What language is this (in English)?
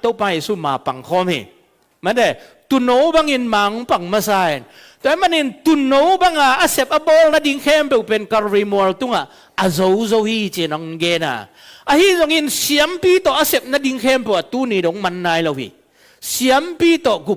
Tedim Chin